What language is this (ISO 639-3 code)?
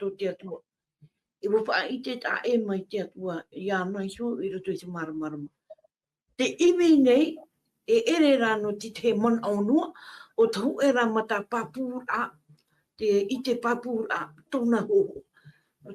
tah